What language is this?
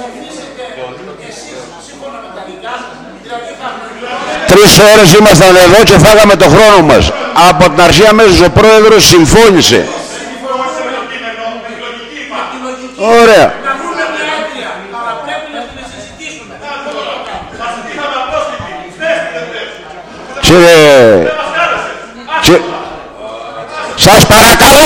Greek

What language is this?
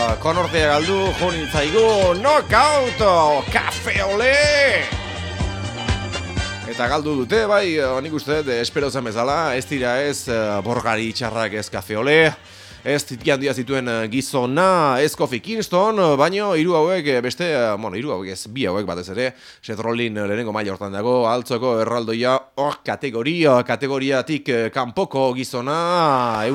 Basque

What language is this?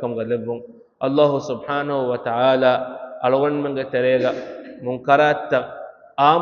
Divehi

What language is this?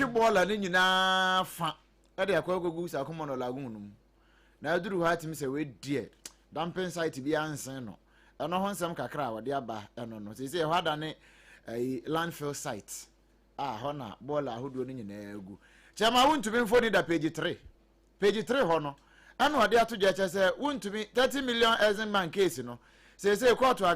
Akan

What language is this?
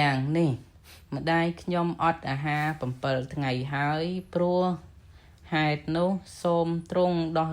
Khmer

